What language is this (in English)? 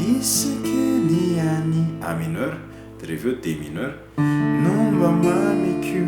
Malagasy